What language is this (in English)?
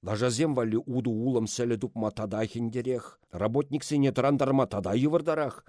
Chuvash